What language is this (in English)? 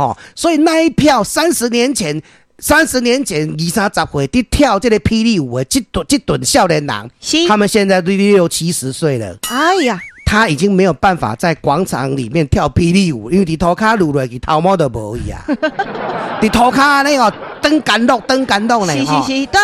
Min Nan Chinese